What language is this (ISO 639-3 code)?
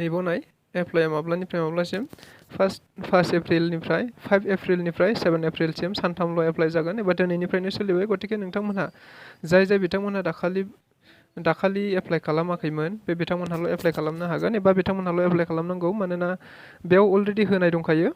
brx